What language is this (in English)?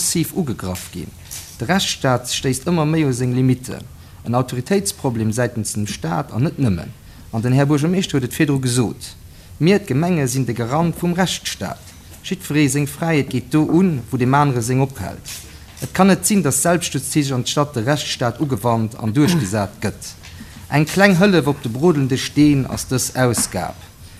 Luxembourgish